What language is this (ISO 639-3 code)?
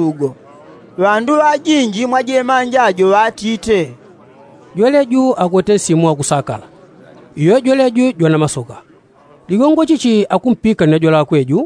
yao